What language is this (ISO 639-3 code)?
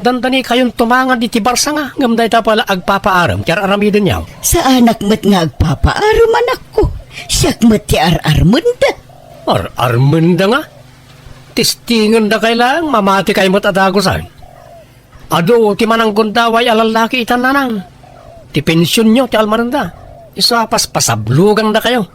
ilo